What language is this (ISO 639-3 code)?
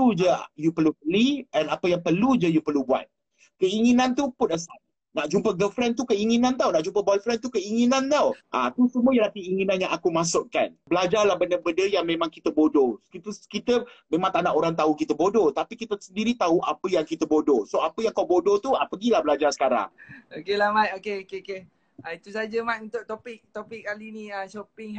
msa